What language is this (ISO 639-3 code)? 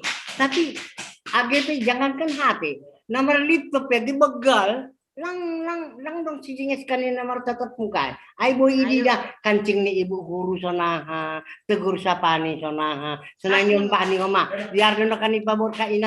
bts